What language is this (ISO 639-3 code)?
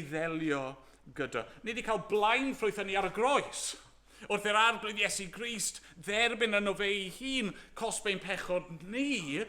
cym